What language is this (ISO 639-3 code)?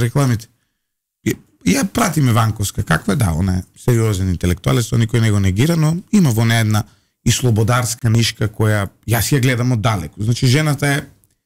mkd